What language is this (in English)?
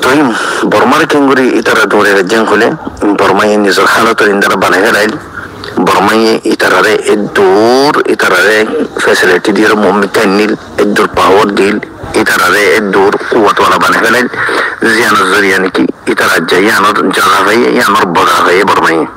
Rohingya